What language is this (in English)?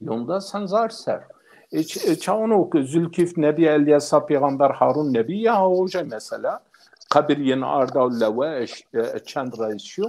Zaza